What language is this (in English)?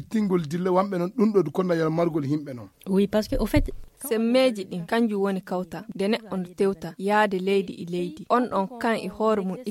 Nigerian Fulfulde